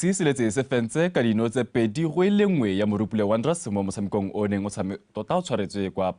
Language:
Tswana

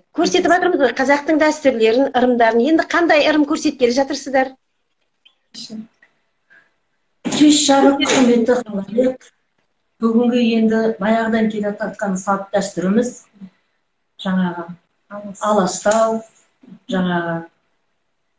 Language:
Kazakh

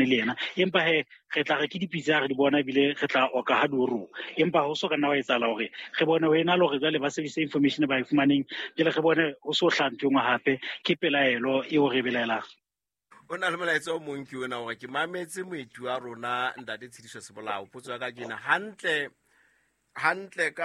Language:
Southern Sotho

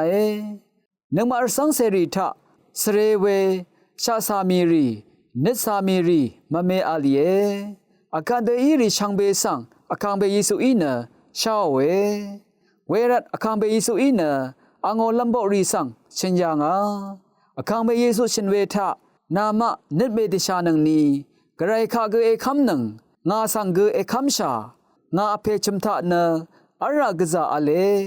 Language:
Rawang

